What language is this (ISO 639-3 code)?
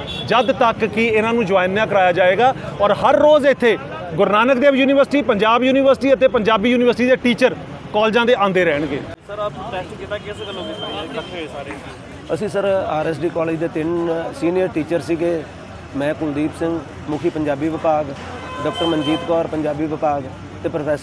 pan